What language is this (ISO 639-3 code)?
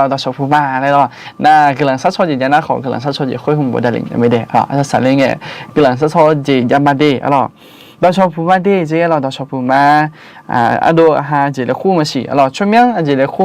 ahk